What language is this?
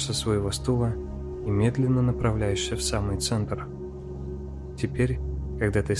Russian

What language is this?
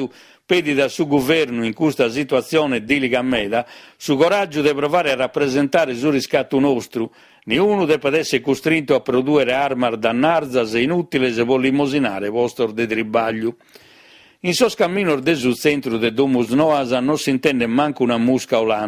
Sardinian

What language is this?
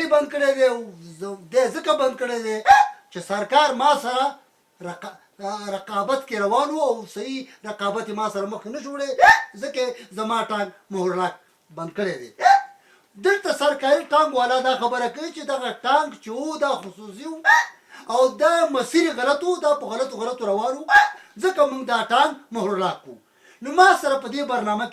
Pashto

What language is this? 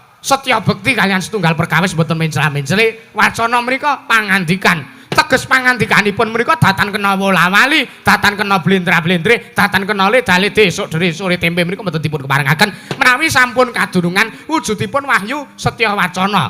Javanese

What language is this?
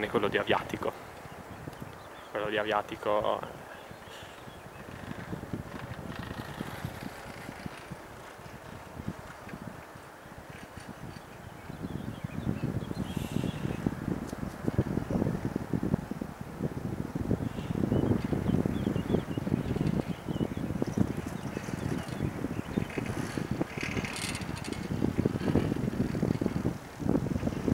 Italian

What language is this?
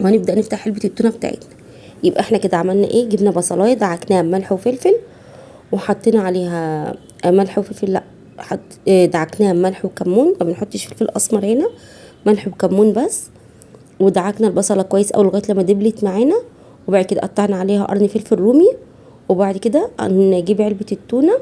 Egyptian Arabic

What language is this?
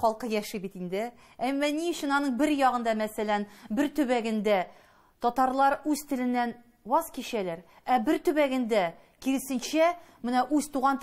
Tatar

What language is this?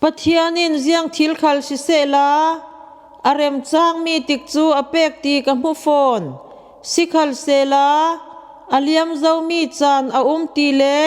Falam Chin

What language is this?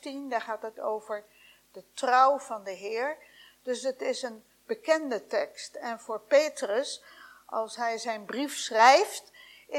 Dutch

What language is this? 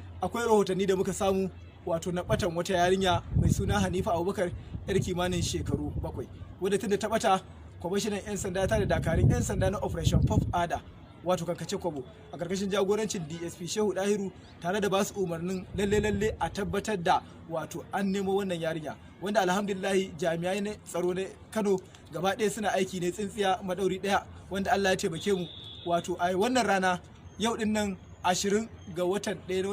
Hausa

